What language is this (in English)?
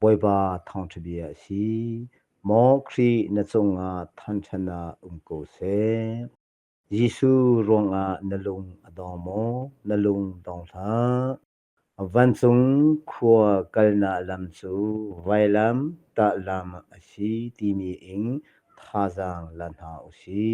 Hakha Chin